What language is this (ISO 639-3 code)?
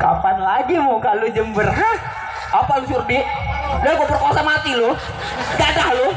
bew